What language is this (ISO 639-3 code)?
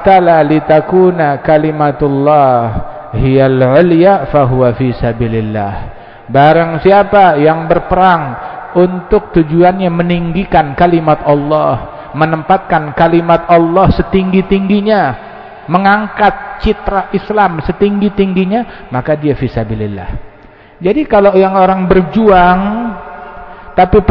ind